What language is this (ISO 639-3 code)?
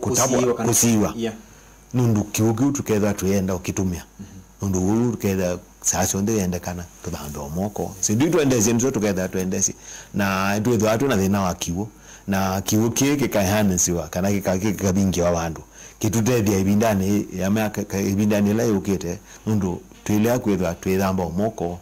kam